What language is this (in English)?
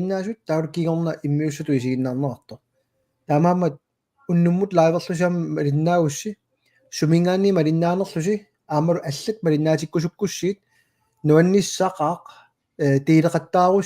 Kalaallisut